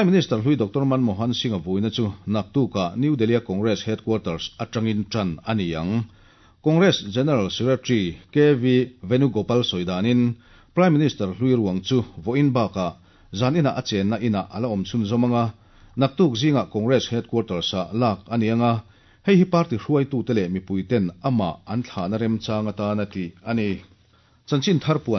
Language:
Mizo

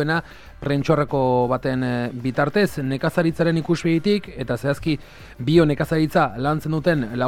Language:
Basque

